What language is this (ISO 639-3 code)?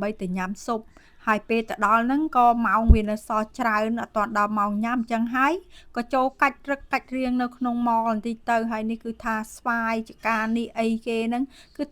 khm